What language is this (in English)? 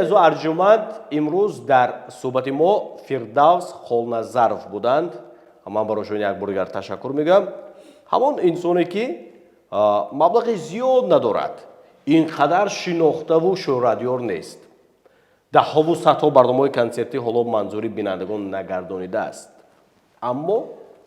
Tajik